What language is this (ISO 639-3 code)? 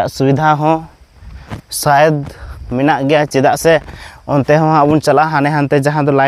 sat